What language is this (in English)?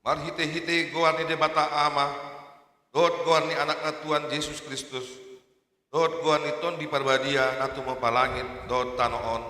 Batak Toba